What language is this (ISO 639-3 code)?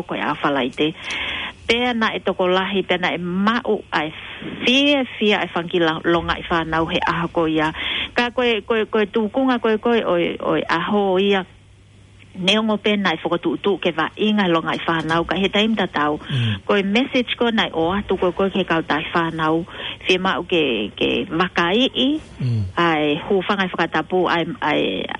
ton